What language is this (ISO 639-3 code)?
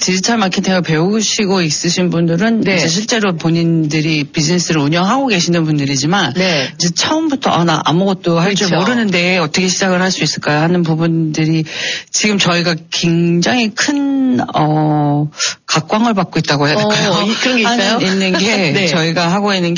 kor